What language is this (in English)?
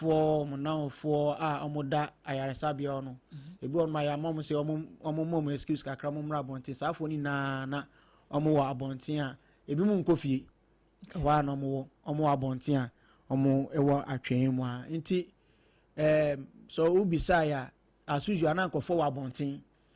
Akan